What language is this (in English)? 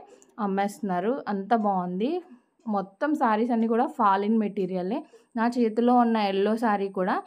Telugu